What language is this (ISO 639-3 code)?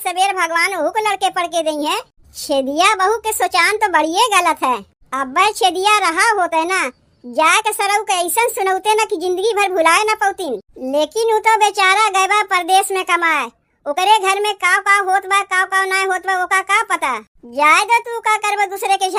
awa